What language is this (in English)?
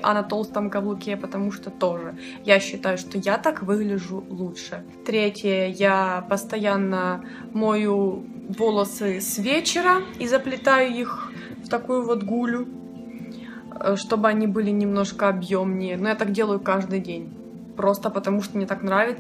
Russian